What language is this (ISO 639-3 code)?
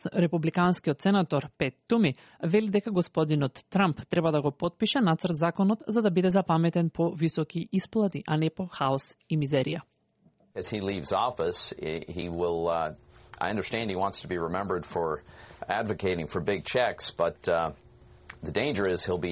mkd